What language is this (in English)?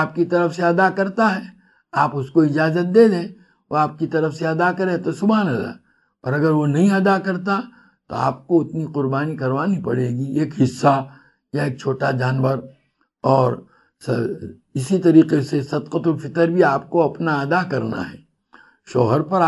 Urdu